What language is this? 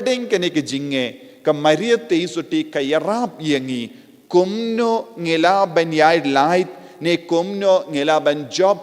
Khasi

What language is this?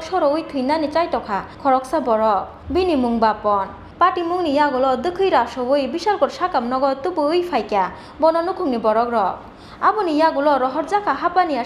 Kok Borok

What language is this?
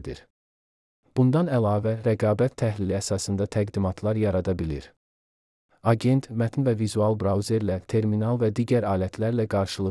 Azerbaijani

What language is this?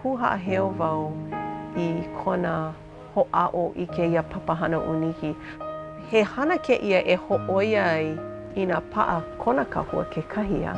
Hawaiian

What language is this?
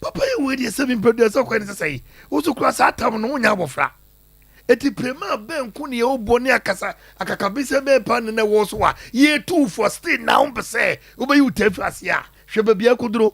Akan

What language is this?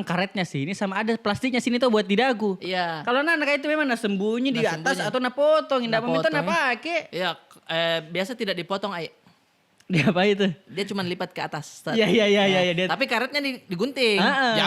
Makassar Malay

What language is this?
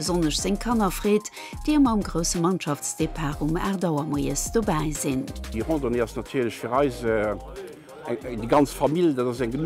Luxembourgish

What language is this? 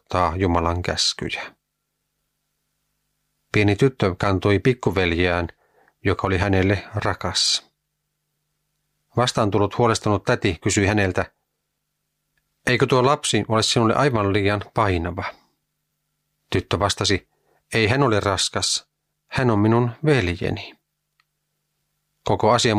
Finnish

